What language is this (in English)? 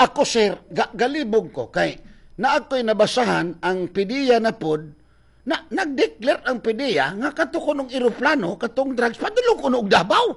Cebuano